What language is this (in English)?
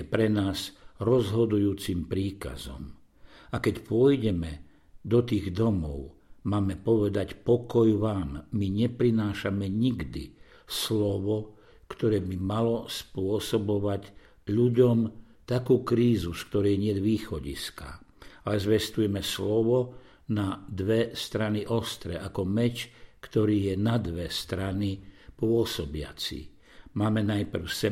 Slovak